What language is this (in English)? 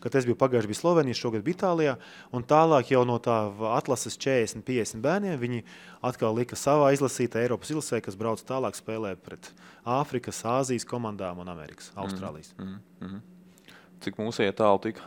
Latvian